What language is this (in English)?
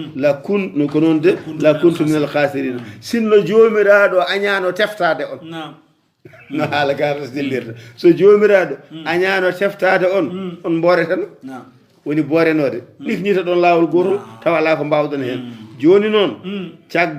Fula